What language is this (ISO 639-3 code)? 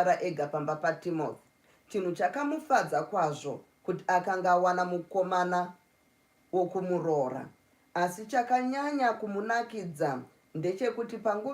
sna